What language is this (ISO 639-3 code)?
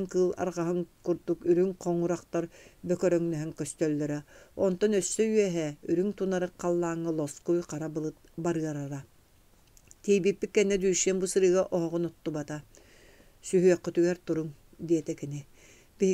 sah